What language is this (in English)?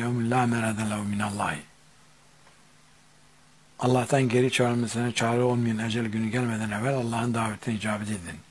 Turkish